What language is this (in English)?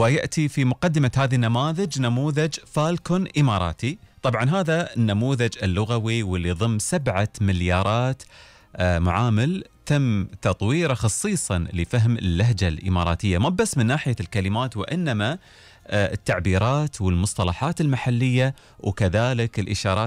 Gulf Arabic